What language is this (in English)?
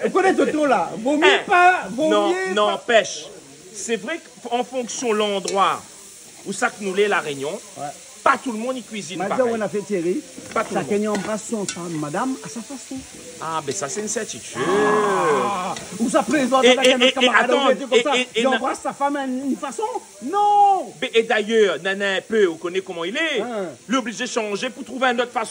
Réunion Creole French